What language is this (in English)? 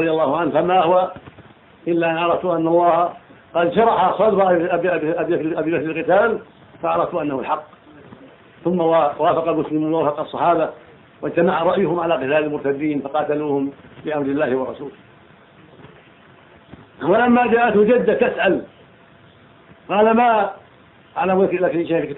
Arabic